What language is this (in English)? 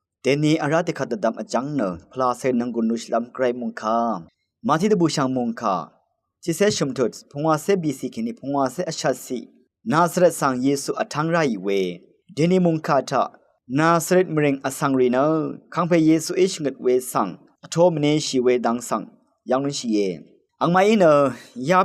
Rawang